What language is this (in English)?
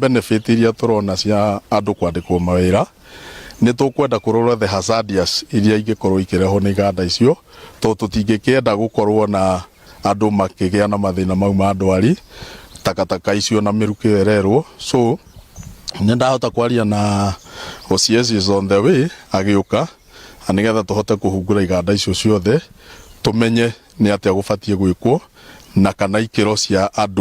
Kikuyu